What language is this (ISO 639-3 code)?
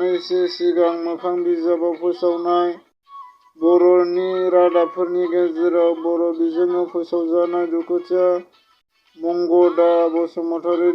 brx